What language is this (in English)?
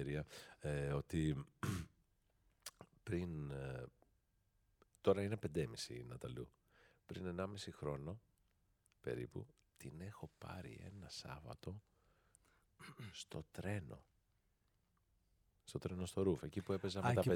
Greek